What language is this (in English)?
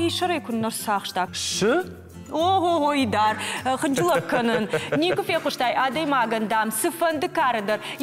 Ossetic